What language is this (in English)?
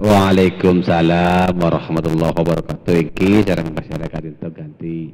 Madurese